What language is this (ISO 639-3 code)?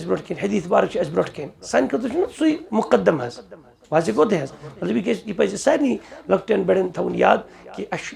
kas